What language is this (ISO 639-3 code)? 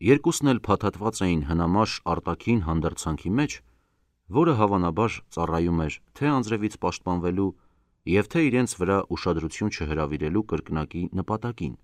hye